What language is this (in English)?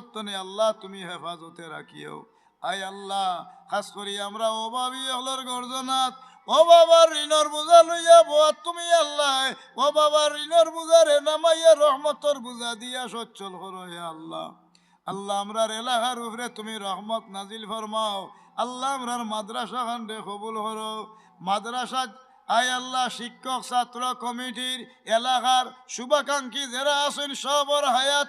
Sylheti